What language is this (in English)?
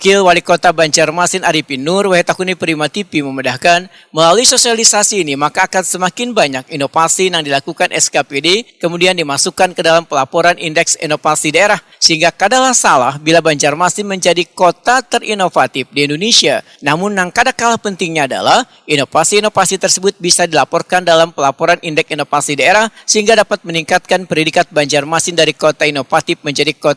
Banjar